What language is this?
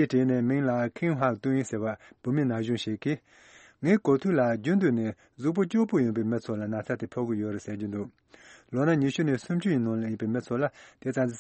Tibetan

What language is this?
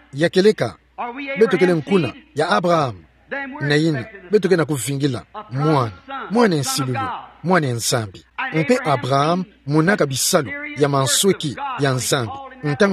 Kituba (Democratic Republic of Congo)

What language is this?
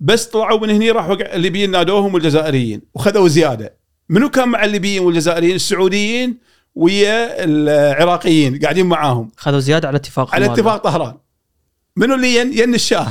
Gulf Arabic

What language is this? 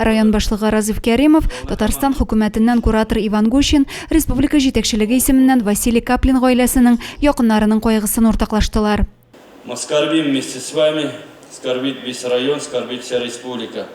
Tatar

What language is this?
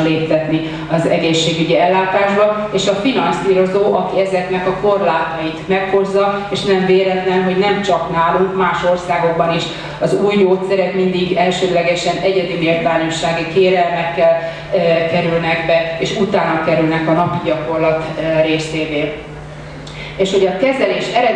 Hungarian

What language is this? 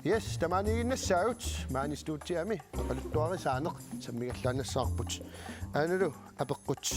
Kalaallisut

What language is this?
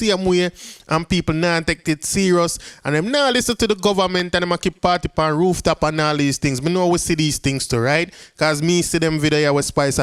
Jamaican Creole English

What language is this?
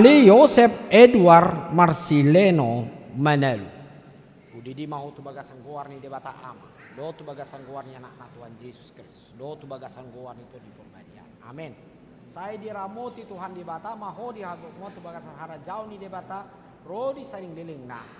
Batak Toba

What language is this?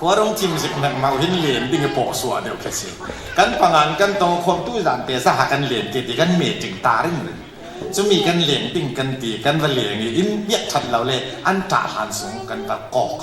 Falam Chin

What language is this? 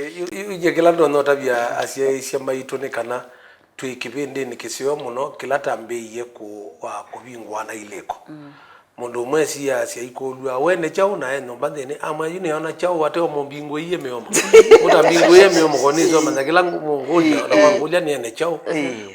Kamba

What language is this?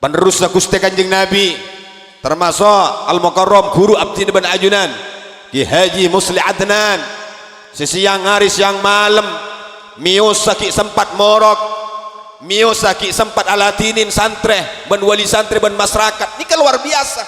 Madurese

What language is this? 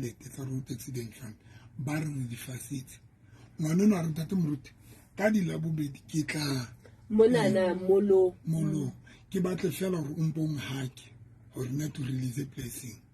Southern Sotho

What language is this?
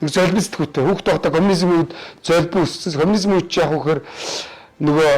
Mongolian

